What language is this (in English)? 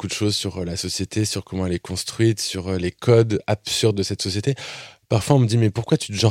French